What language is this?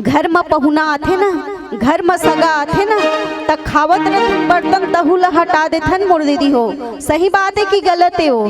Chhattisgarhi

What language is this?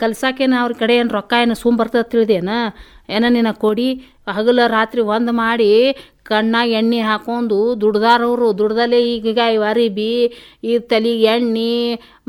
Kannada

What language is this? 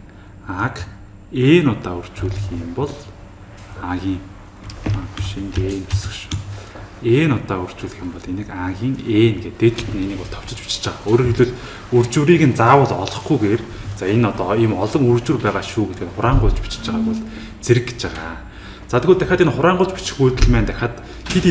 Mongolian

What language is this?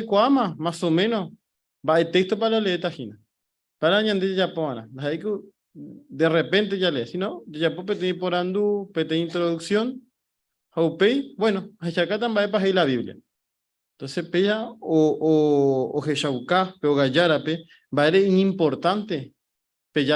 Guarani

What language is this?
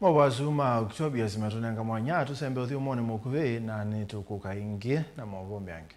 Kamba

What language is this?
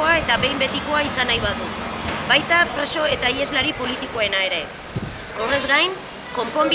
Basque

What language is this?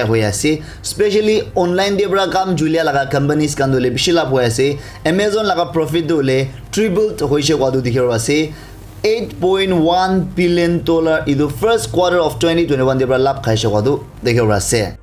Naga Pidgin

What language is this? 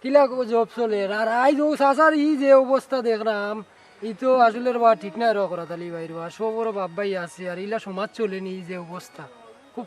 Sylheti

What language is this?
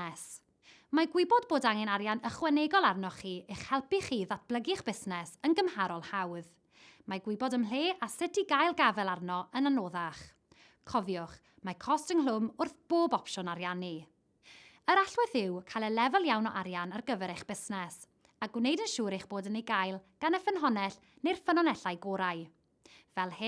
Welsh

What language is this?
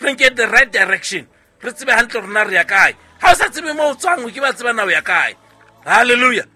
Southern Sotho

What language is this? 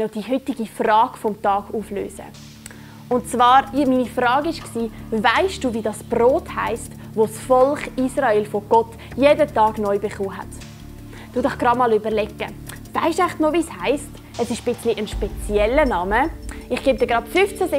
Swiss German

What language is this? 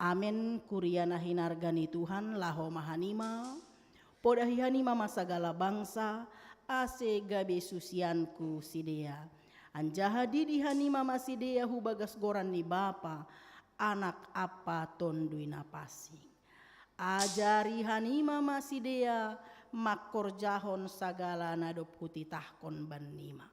Batak Simalungun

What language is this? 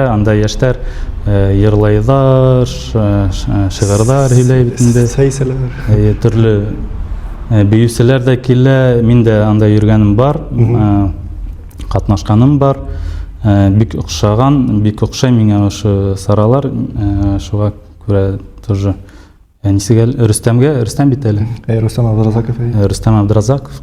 Bashkir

